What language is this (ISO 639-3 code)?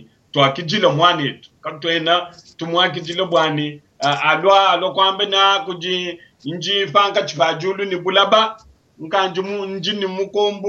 lua